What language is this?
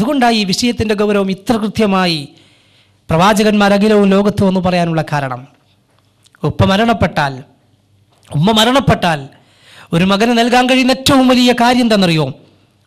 Malayalam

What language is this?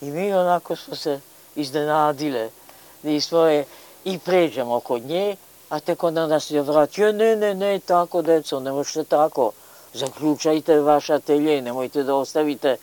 Serbian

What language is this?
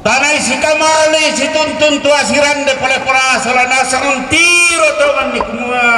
Toraja-Sa'dan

